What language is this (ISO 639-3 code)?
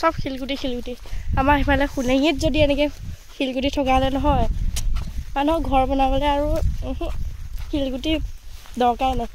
asm